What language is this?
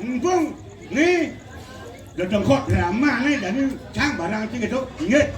Balinese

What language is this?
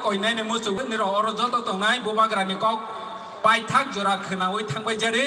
Kok Borok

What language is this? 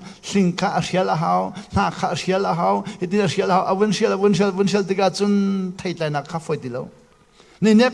Hakha Chin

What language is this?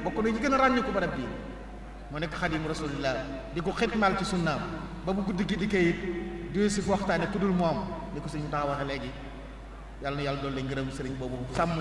Wolof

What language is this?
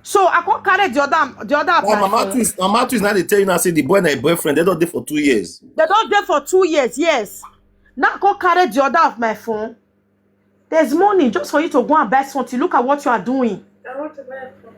Nigerian Pidgin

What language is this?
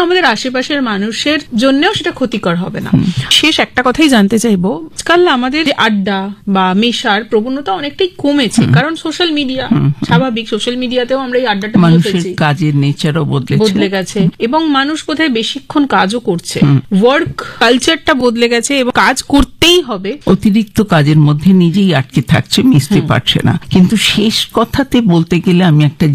Bangla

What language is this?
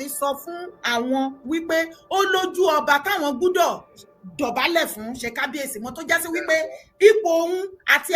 Yoruba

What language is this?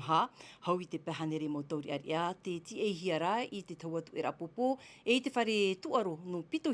Tahitian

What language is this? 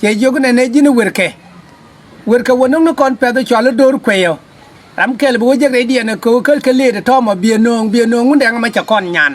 Nuer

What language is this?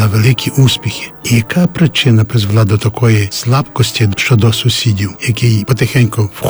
Ukrainian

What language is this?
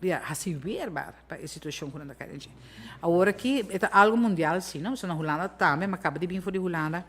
Papiamento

